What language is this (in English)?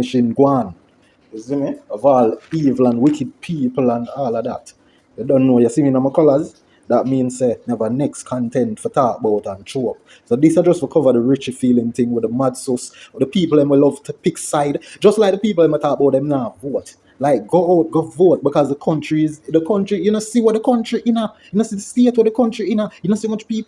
Jamaican Creole English